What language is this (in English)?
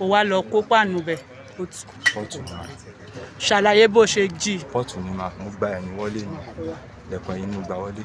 Yoruba